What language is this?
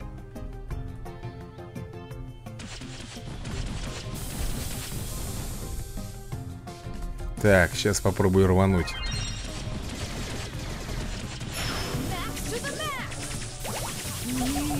Russian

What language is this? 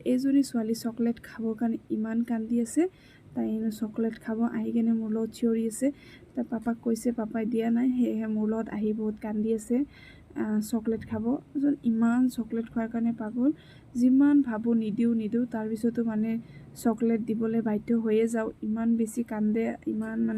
Assamese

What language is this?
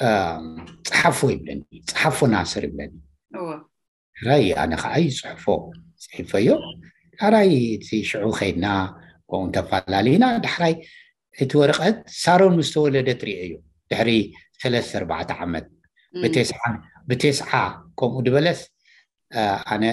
Tigrinya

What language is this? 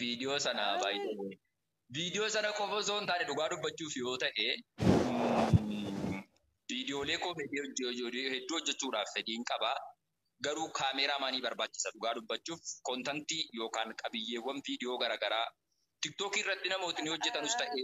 Oromo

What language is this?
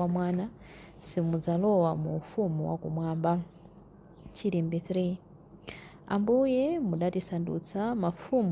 Nyanja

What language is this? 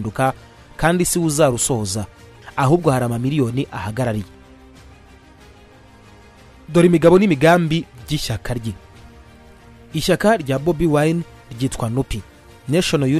Kinyarwanda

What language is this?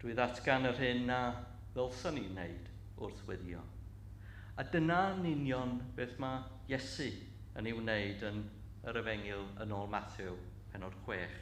Welsh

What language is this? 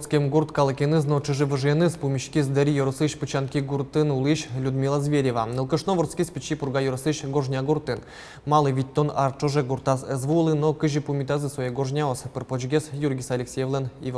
Udmurt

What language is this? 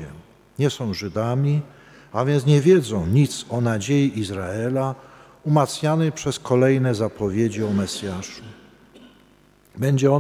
Polish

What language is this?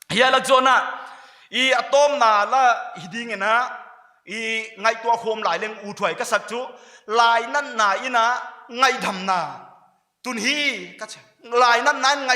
Paite Chin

